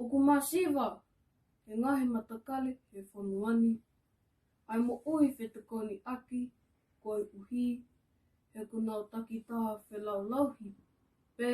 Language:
Tongan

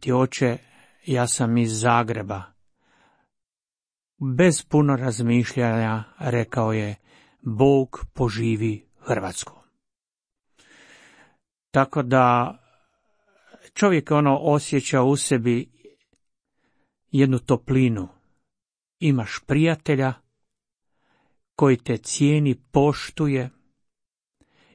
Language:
Croatian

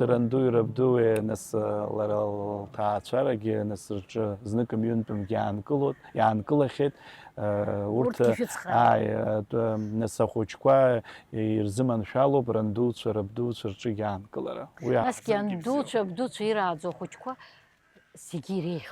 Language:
Abkhazian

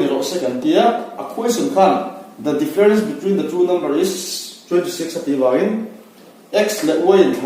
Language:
Mizo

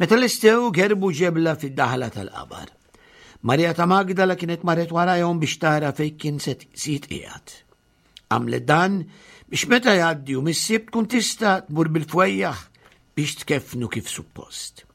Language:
Maltese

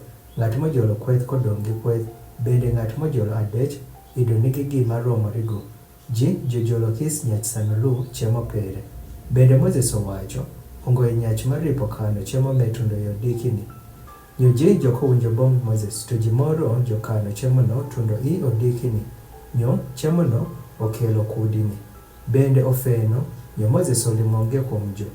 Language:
Adhola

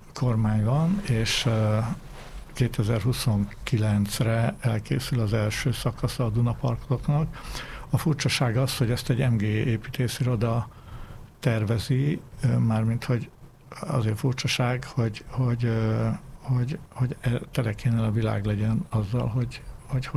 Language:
Hungarian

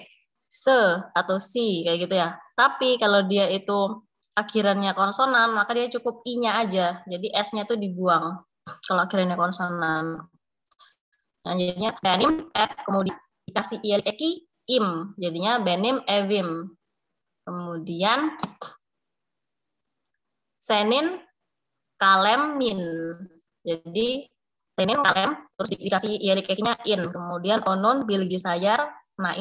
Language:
Indonesian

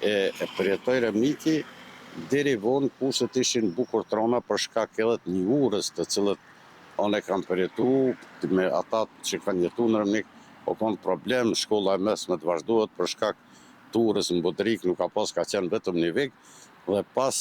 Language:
Albanian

